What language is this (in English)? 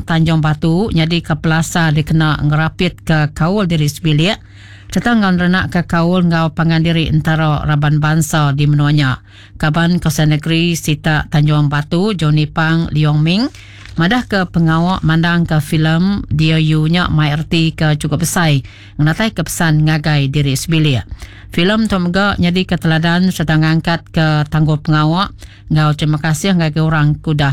Iban